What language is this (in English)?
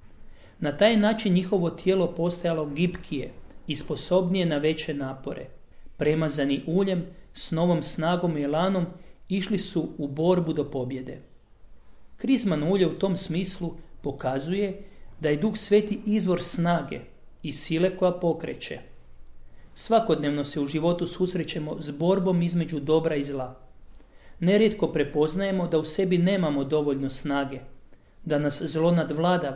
Croatian